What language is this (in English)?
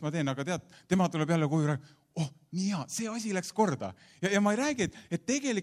Estonian